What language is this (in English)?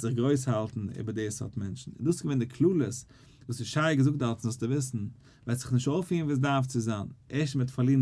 Yiddish